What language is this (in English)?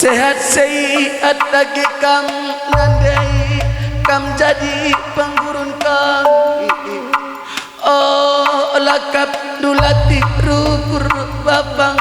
Batak Karo